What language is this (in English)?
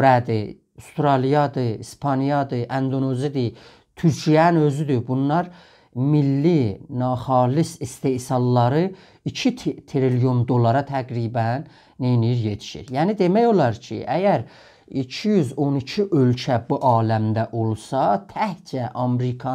South Azerbaijani